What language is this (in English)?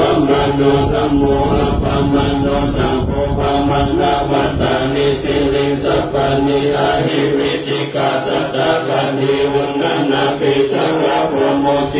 Pali